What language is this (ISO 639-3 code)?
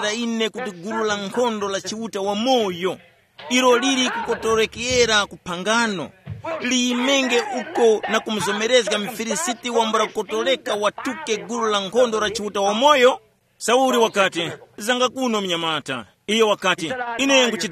tum